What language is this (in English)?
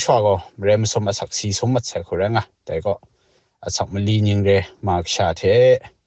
Kachin